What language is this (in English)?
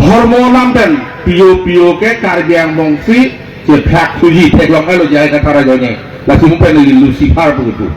Karbi